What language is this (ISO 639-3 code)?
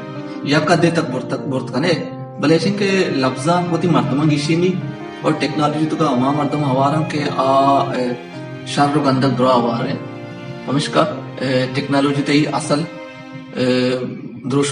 bal